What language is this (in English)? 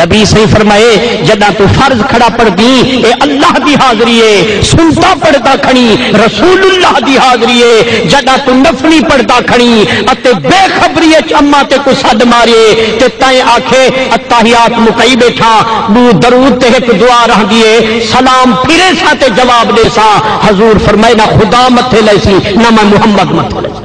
Saraiki